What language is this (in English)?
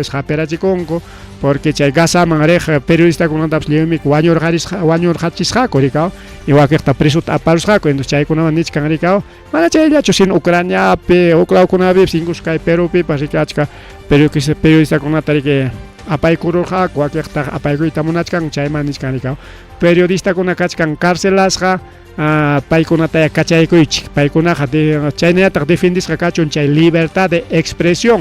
Ayacucho Quechua